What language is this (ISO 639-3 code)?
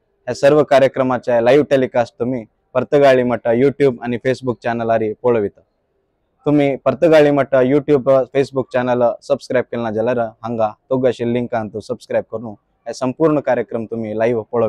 kok